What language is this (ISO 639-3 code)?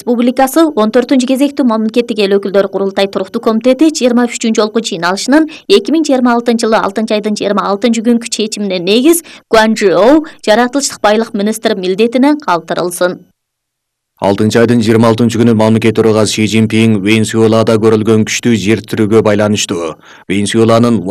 kir